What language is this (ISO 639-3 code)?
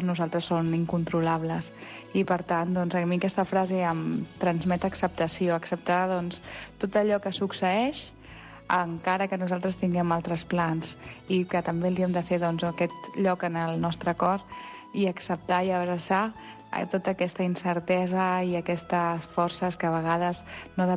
cat